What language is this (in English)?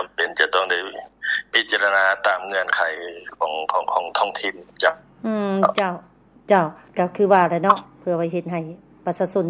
Lao